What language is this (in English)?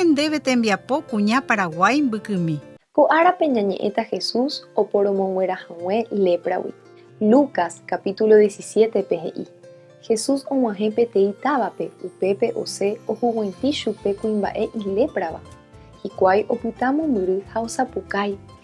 Guarani